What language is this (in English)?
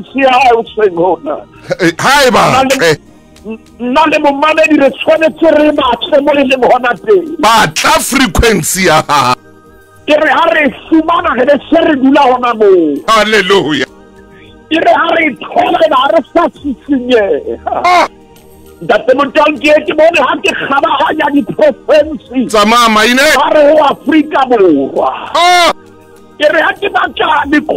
Southern Sotho